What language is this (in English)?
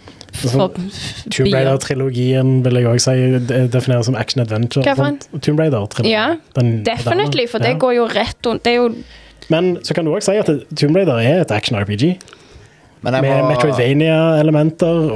Norwegian